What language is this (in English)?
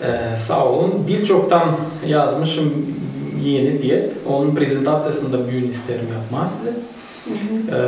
Gagauz